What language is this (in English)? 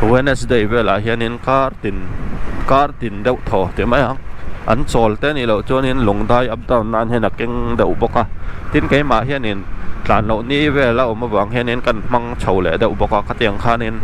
Mizo